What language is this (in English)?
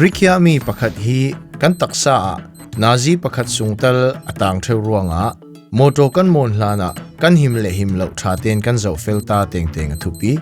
Falam Chin